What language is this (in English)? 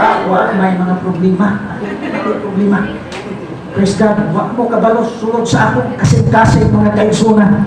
Cebuano